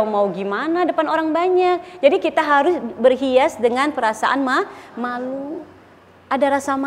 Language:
Indonesian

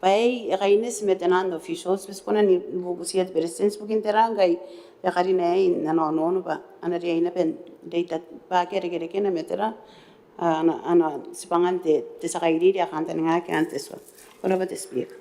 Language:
Gilbertese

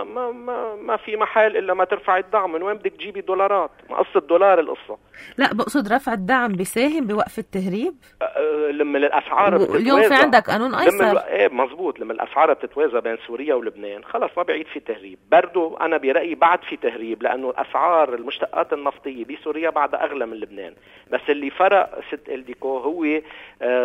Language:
North Levantine Arabic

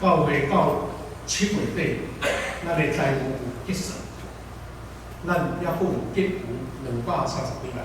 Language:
Min Nan Chinese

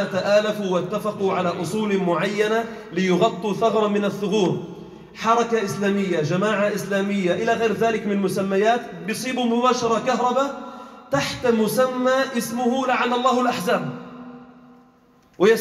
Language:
Arabic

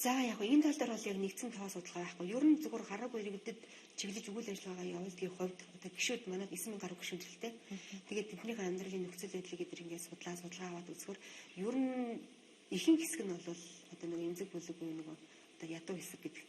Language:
Mongolian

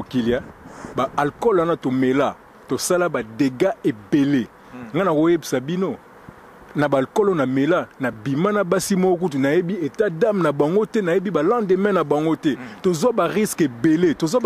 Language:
Lingala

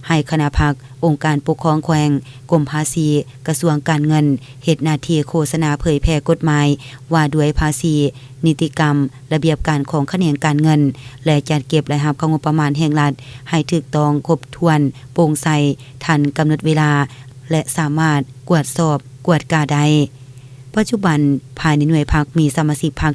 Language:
Lao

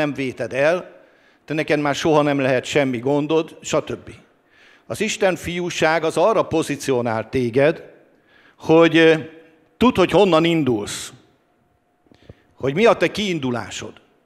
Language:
Hungarian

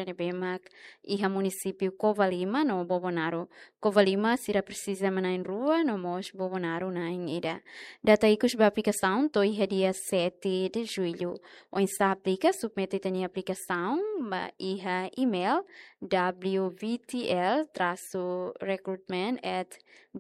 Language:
Tetum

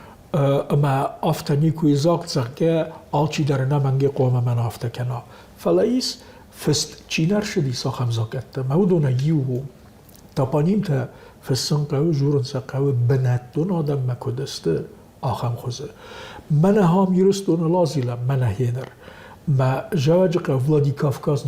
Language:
Ossetic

